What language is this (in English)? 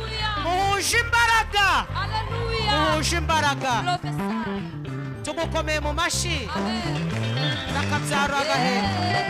Kinyarwanda